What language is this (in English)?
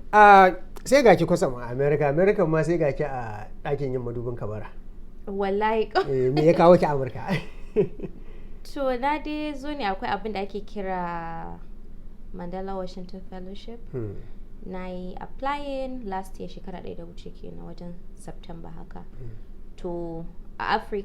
Hausa